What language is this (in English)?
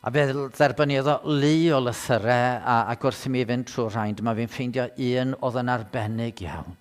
Welsh